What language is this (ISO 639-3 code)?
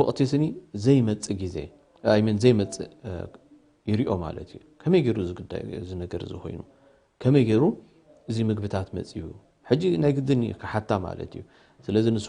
tir